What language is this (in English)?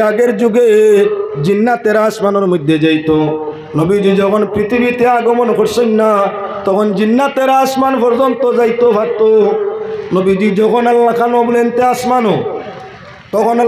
Sylheti